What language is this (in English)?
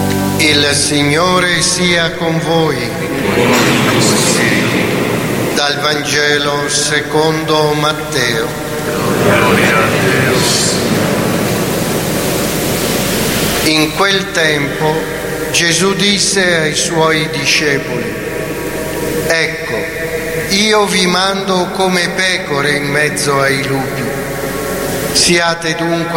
Italian